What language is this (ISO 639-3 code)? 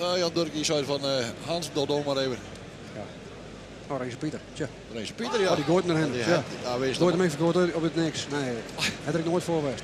fry